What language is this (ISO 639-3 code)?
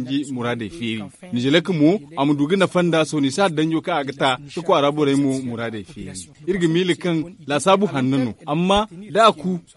dje